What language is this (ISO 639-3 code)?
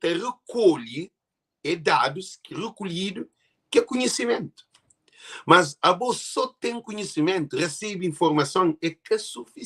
kea